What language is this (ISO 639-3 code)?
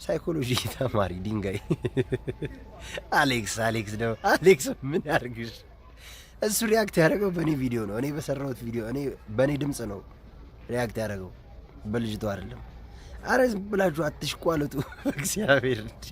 amh